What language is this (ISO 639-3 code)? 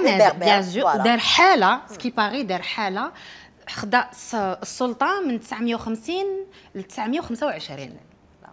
arq